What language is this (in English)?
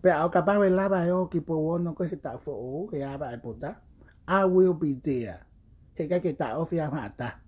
Tongan